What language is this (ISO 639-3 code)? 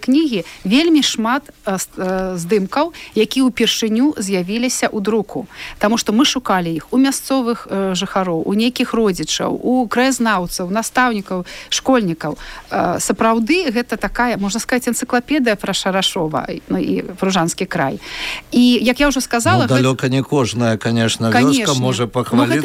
bel